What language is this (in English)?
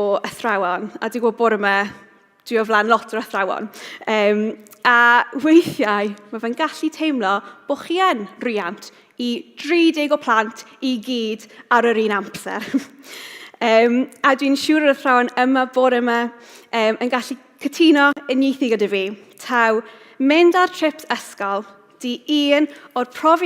Welsh